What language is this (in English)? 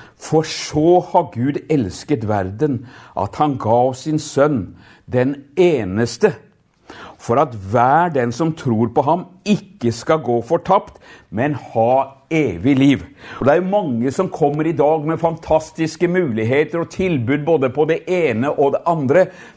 Norwegian